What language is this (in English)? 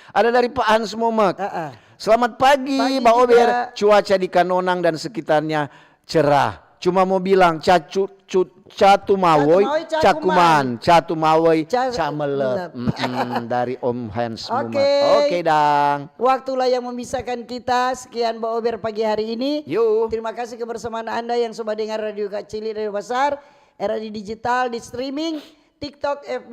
Manado Malay